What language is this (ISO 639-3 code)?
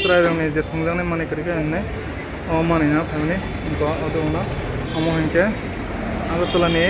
trp